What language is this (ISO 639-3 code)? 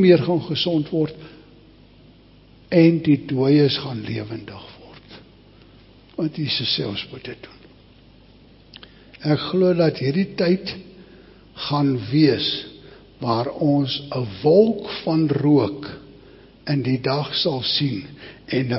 afr